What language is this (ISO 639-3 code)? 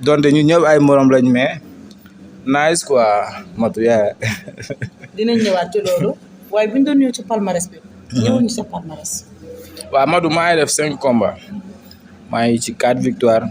wol